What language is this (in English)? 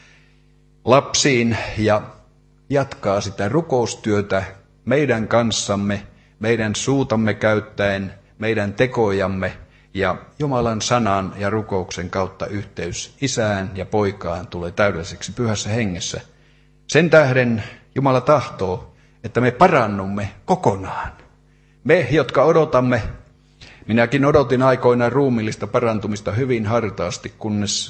Finnish